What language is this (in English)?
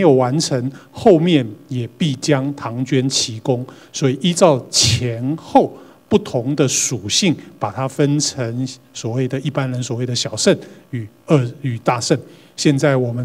Chinese